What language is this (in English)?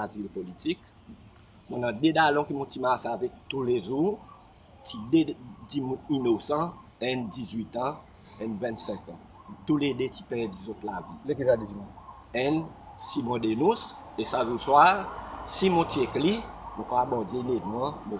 Seselwa Creole French